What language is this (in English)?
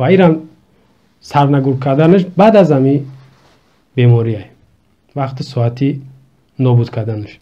Tajik